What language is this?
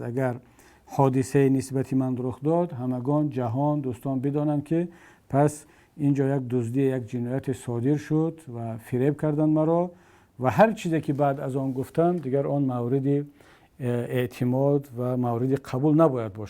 Tajik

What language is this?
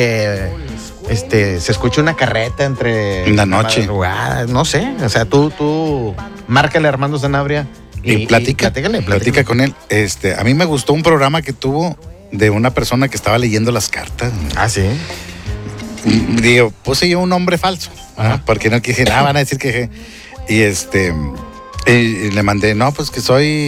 Spanish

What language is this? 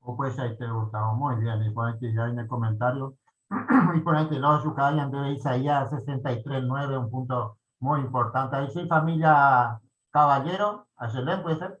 Guarani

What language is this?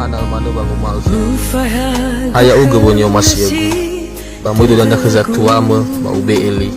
Nias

